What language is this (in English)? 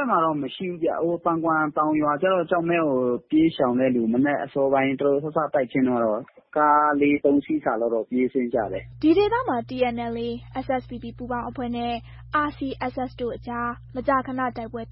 Burmese